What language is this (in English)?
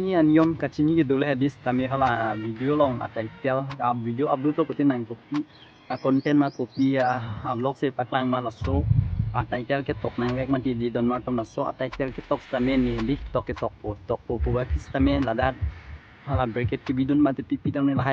Karbi